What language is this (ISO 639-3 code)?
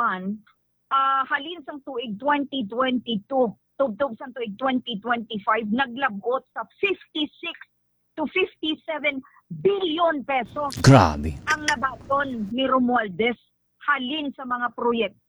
hil